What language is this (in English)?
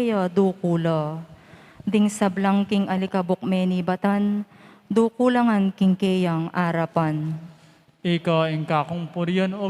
Pampanga